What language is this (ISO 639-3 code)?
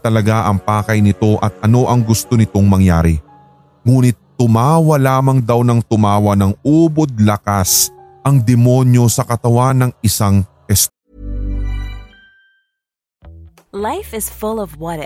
fil